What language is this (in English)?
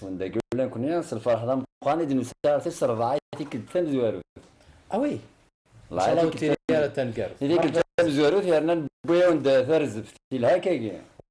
Kabyle